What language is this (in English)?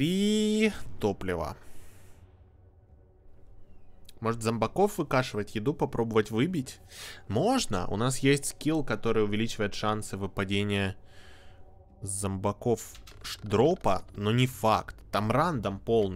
Russian